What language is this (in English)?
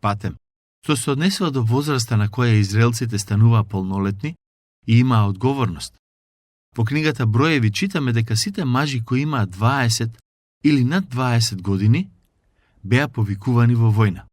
Macedonian